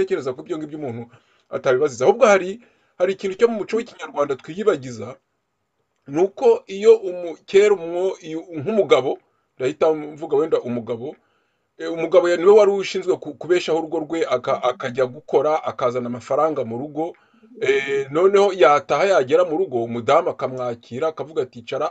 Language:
Kinyarwanda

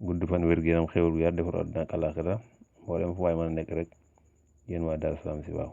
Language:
Wolof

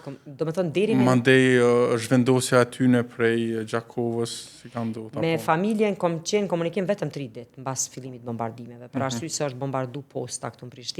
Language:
Albanian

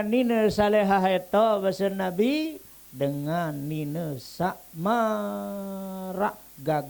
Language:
Sasak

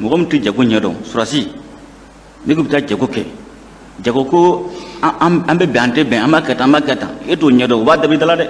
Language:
Bambara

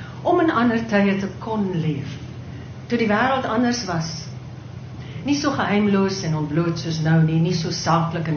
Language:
Afrikaans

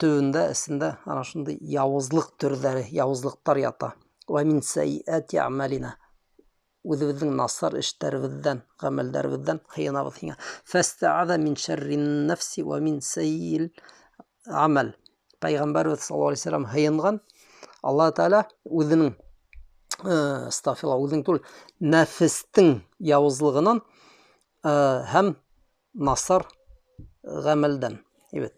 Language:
Bashkir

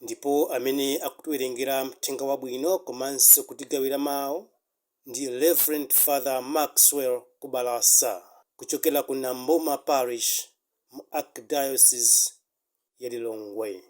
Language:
Nyanja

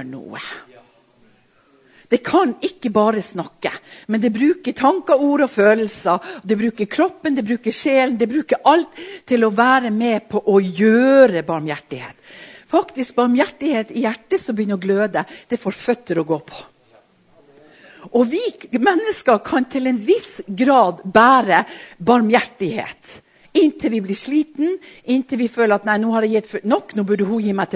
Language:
Norwegian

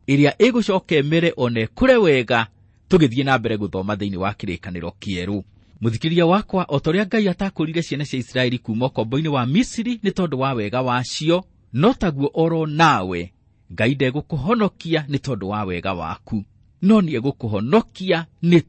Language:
Kikuyu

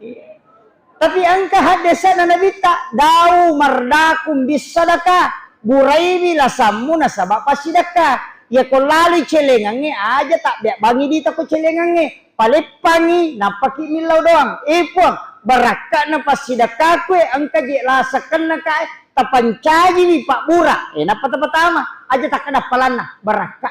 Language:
Buginese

